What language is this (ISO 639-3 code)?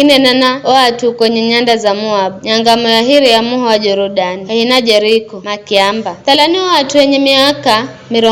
nyf